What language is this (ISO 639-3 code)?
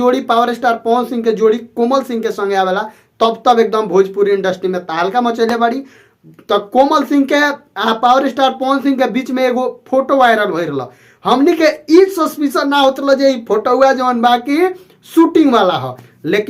bho